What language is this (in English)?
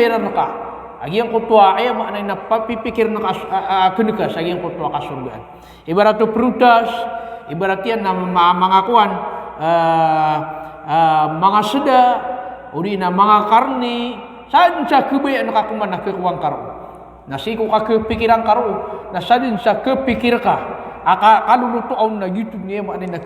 Maranao